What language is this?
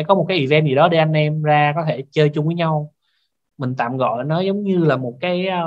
Vietnamese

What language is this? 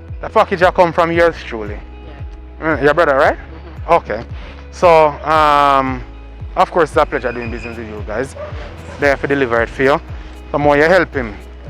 Jamaican Creole English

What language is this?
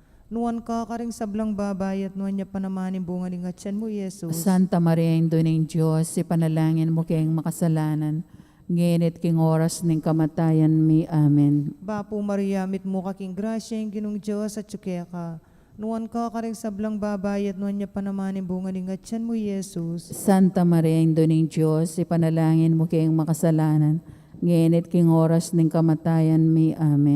Pampanga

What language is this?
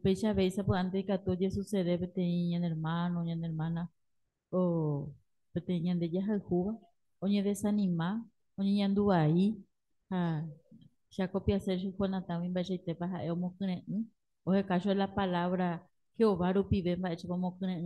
Guarani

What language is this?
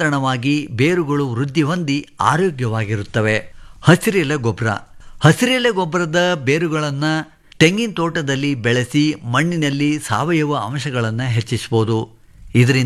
Kannada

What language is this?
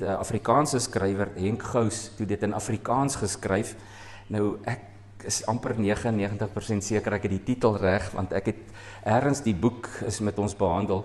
Afrikaans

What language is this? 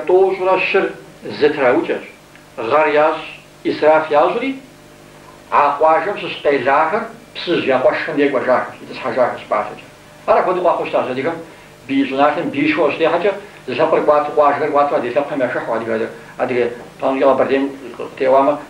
Kabardian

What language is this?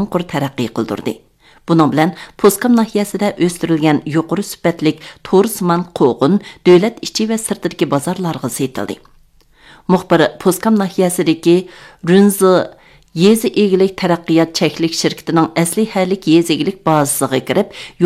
Uyghur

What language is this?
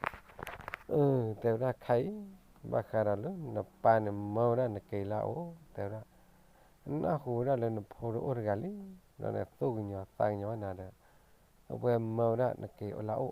S'gaw Karen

